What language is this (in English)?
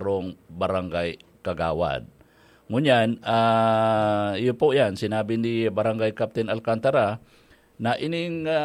Bikol